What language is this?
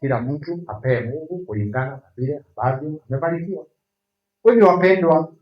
Swahili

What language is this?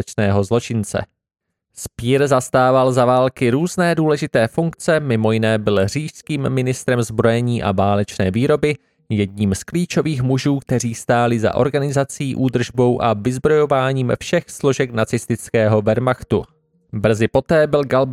Czech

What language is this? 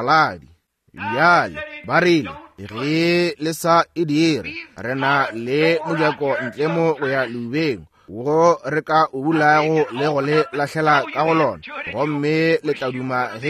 Northern Sotho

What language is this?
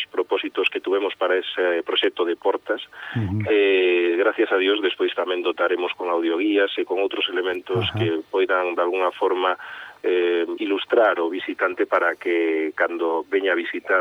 Galician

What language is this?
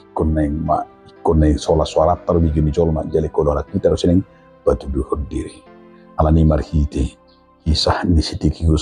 Batak Toba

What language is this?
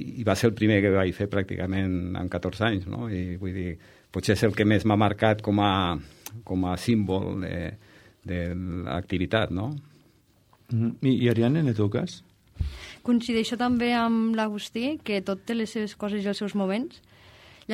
Catalan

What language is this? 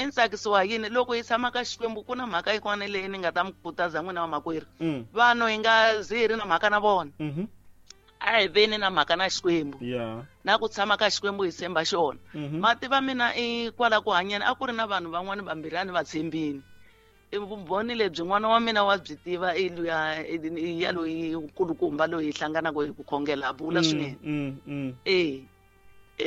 Tsonga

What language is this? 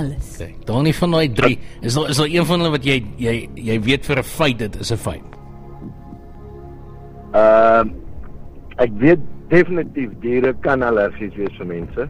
Afrikaans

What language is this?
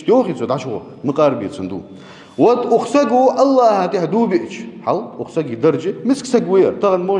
Ingush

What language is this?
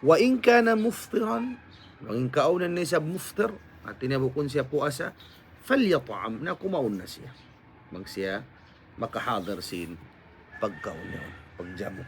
Tausug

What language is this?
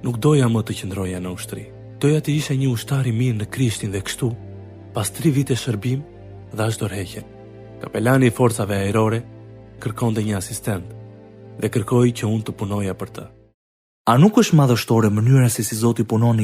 Albanian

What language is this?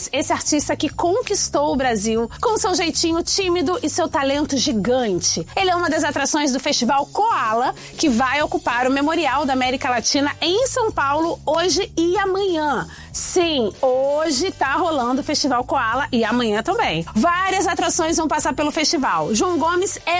Portuguese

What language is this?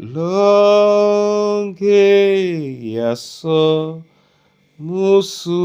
Duala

